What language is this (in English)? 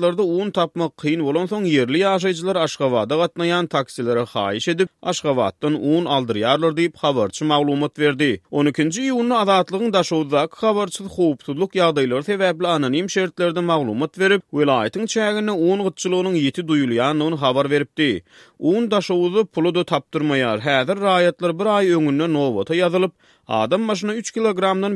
Turkmen